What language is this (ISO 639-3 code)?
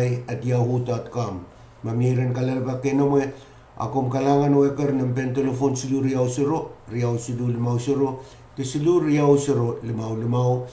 pon